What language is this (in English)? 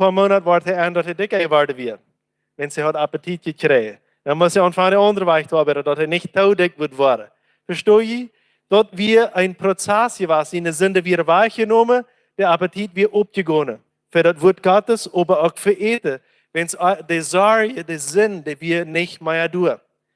Plautdietsch